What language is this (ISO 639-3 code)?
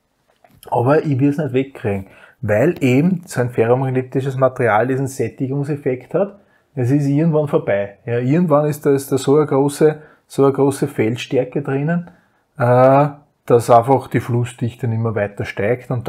deu